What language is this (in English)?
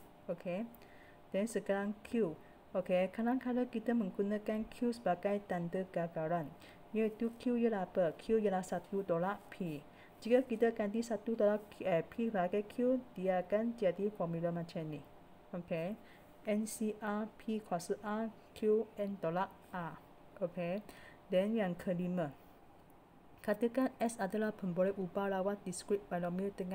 Malay